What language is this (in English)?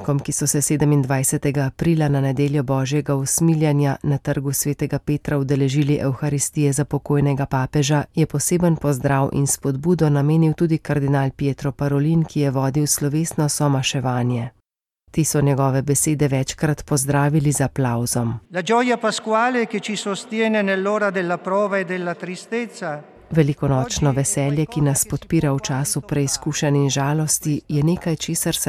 Slovenian